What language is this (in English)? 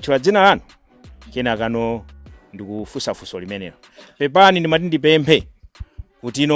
Nyanja